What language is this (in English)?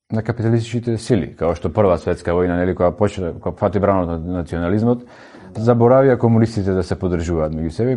Macedonian